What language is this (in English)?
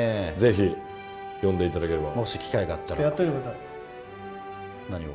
Japanese